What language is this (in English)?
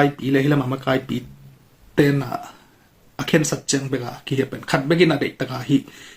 Tedim Chin